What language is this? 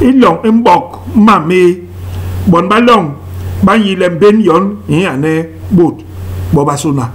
Basaa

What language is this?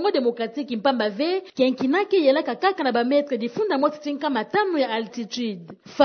Kituba (Democratic Republic of Congo)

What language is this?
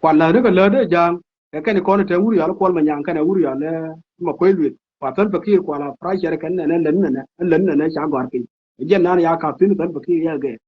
Nuer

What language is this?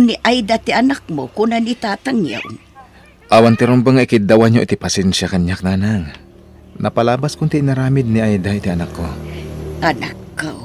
Iloko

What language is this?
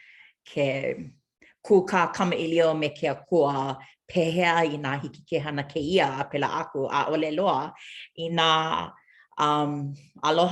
Hawaiian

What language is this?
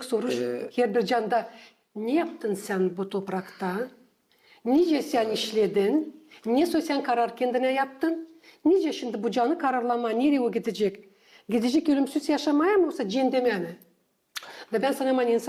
Gagauz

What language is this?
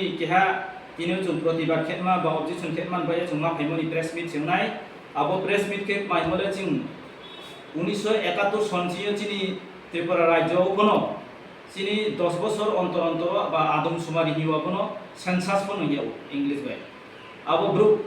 Riang (India)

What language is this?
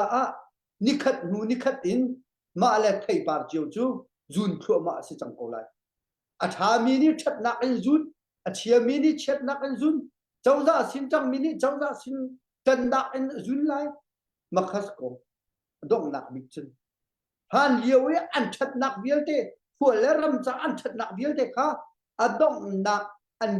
Hakha Chin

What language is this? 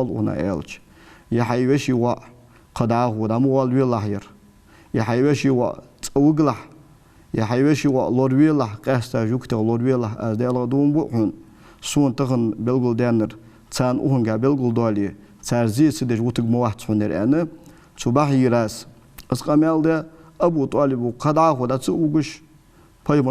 Ingush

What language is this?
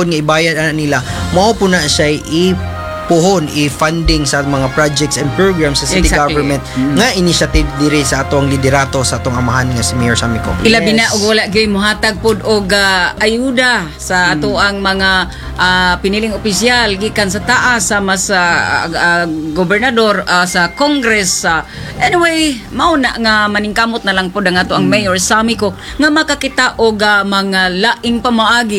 Cebuano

